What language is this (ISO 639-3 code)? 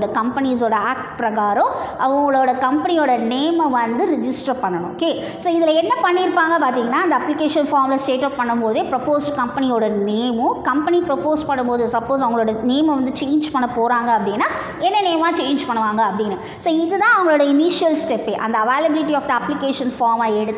tam